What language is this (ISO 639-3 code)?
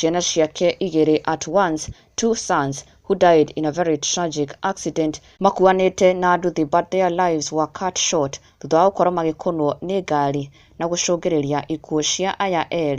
kik